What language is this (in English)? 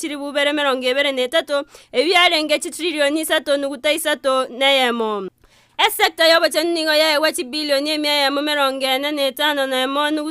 Gusii